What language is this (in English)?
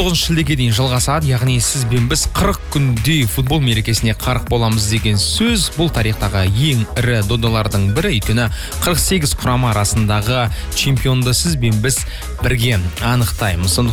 Kazakh